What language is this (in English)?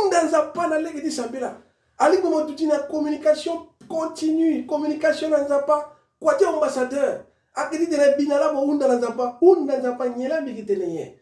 Sango